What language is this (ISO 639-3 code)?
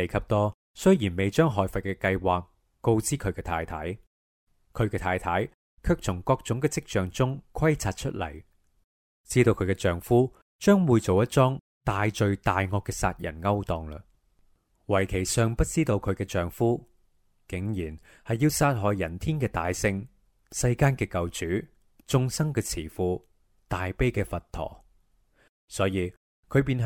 yue